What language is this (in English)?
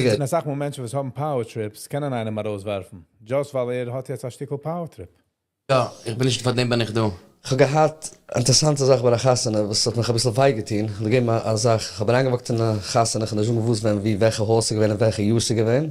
Yiddish